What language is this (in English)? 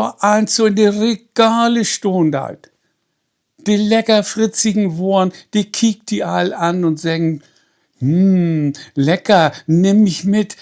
Low German